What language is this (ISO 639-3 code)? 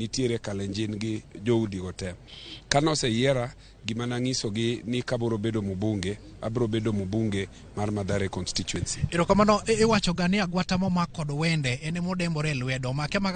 luo